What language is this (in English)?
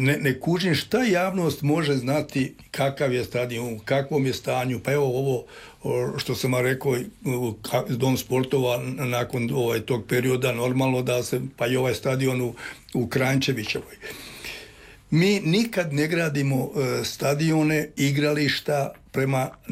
Croatian